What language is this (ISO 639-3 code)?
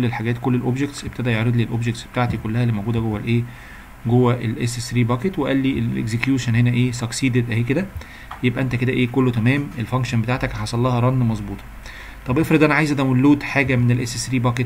arz